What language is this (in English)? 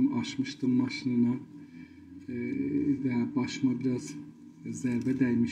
South Azerbaijani